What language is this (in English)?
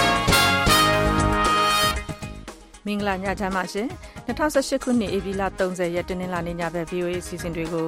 Burmese